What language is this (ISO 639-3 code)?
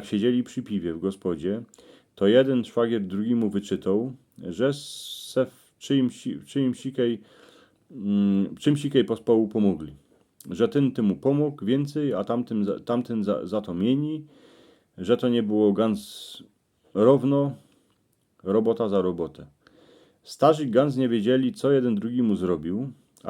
szl